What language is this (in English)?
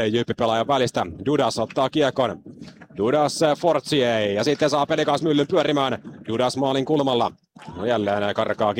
Finnish